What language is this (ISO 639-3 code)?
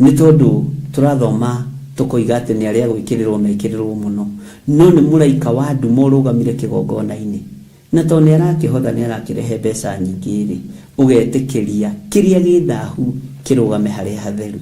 kik